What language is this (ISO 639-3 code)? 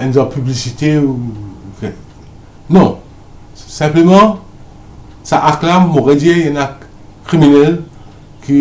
mfe